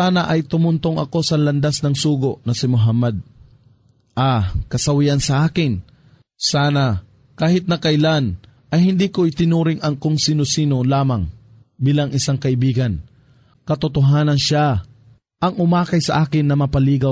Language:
Filipino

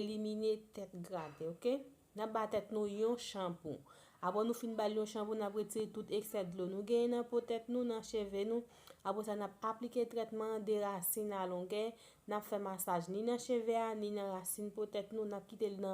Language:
Haitian Creole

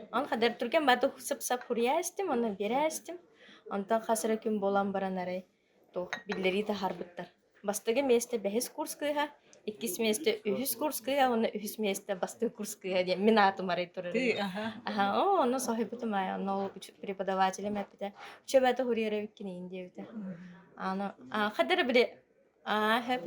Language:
Yakut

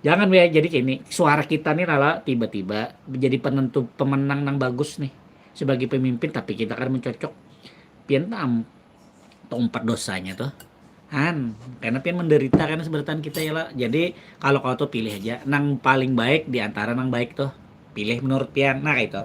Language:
Banjar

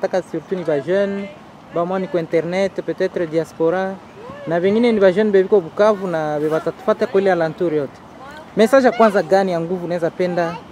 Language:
Swahili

